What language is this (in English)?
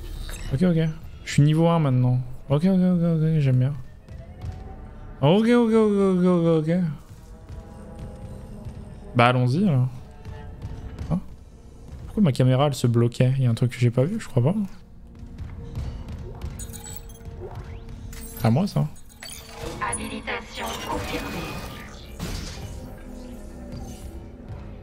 French